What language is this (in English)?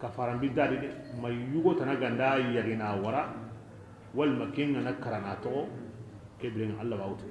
Bambara